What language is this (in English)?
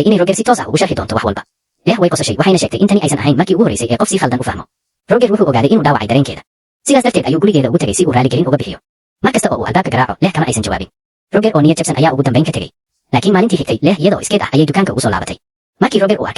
Somali